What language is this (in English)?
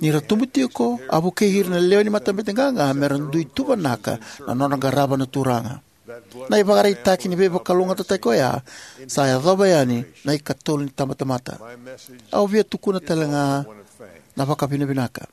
Fijian